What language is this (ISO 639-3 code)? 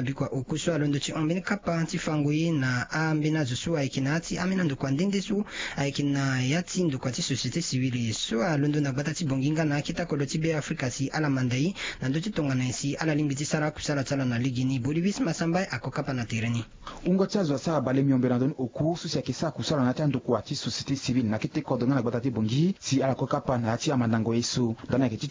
sag